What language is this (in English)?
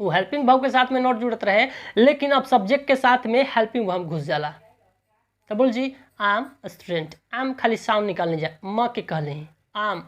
Bhojpuri